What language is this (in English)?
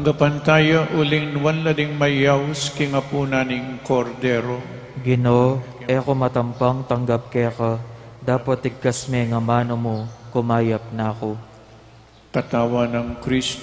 Pampanga